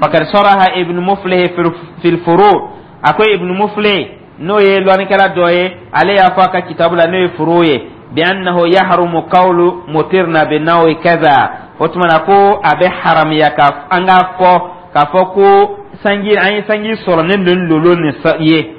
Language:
Dyula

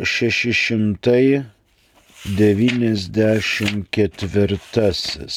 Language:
Lithuanian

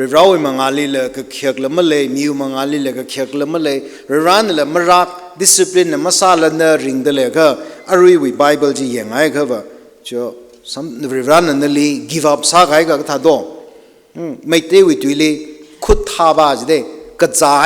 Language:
Tangkhul Naga (India)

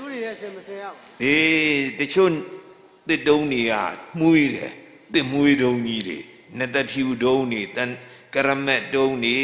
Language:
Burmese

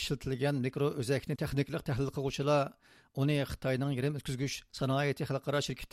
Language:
Uyghur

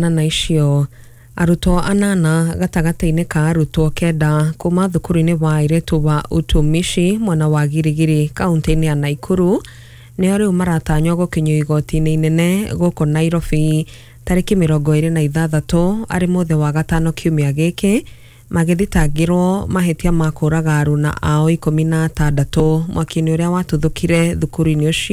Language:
Kikuyu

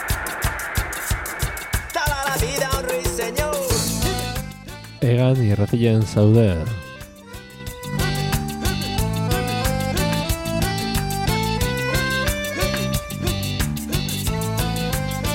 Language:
Basque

